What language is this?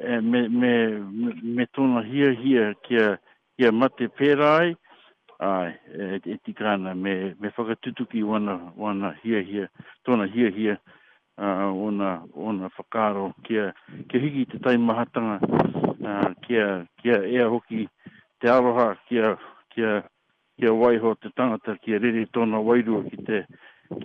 Māori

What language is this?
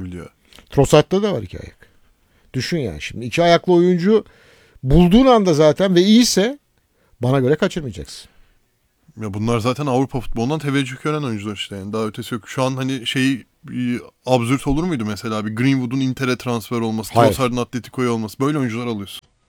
Turkish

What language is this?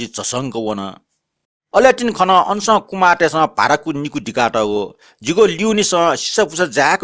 Newari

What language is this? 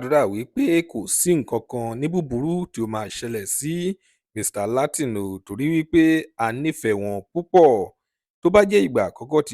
Yoruba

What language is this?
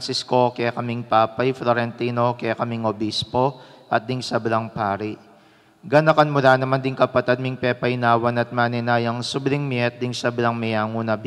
Pampanga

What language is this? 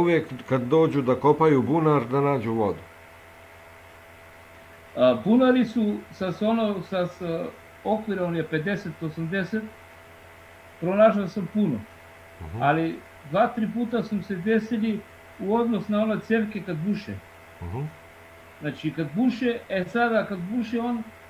Serbian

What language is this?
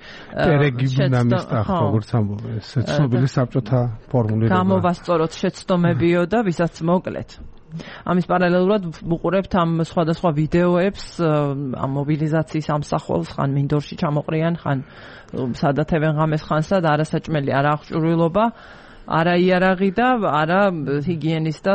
Georgian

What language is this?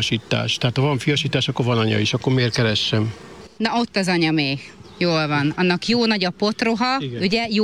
Hungarian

